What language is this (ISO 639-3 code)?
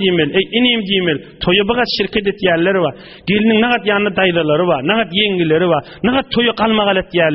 tuk